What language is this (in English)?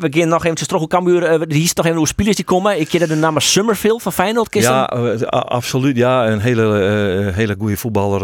Western Frisian